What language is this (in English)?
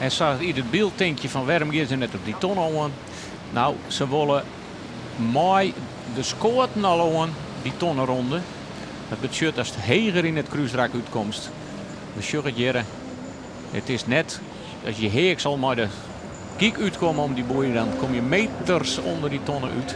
Western Frisian